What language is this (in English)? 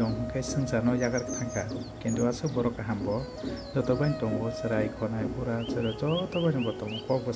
Kok Borok